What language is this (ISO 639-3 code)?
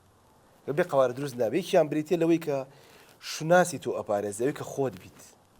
ckb